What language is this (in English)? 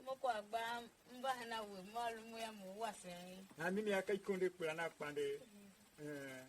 Tiv